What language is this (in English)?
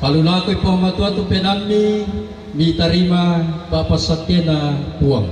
Toraja-Sa'dan